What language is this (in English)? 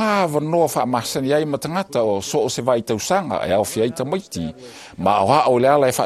Samoan